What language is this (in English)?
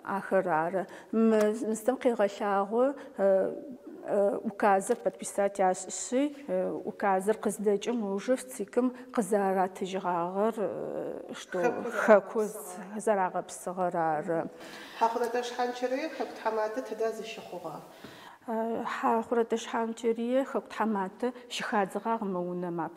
Adyghe